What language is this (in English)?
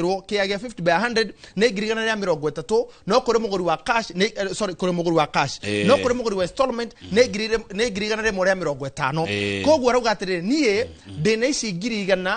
Kikuyu